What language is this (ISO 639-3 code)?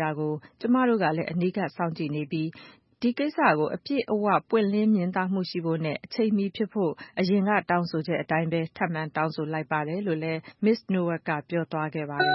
mya